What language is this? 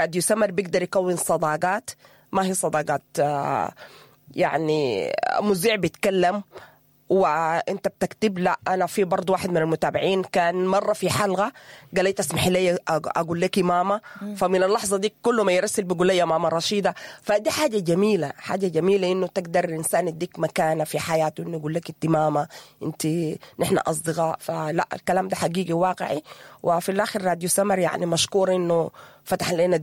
Sudanese Arabic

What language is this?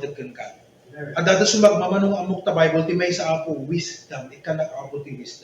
Iloko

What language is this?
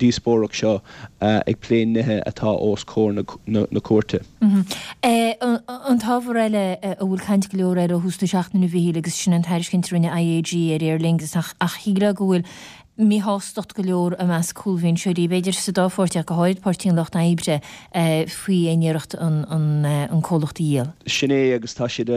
Irish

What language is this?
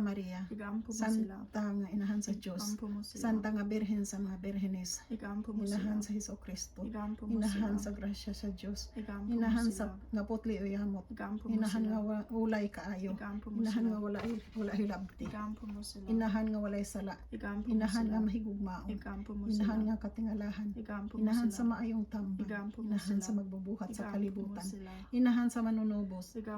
Cebuano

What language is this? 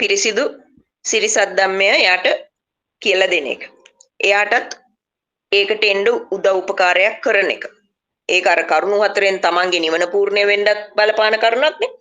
Sinhala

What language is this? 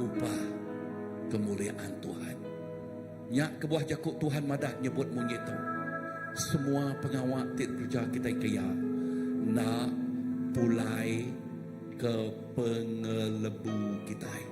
Iban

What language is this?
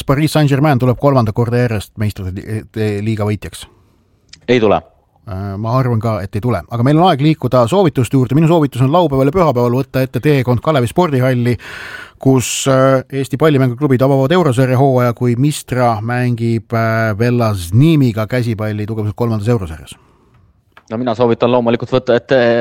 Estonian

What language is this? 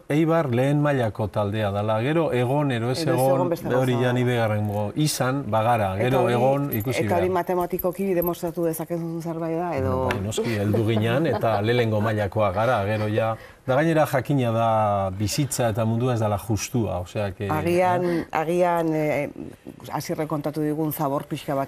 Basque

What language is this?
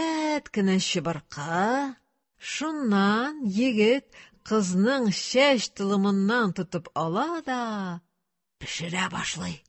Tatar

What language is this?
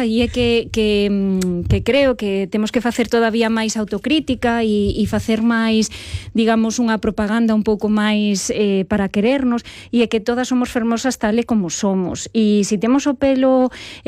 Galician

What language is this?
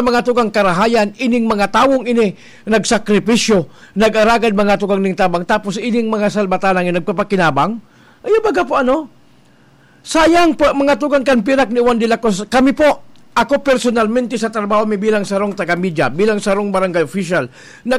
Bikol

